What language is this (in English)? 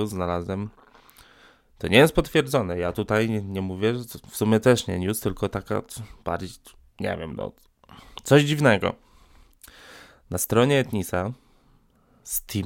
Polish